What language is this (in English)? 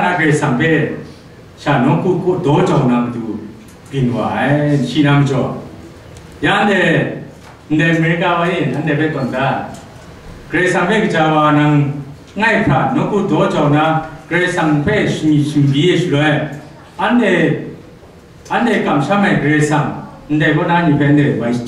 Kachin